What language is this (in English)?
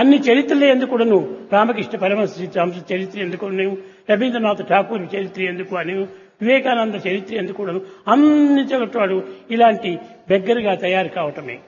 Telugu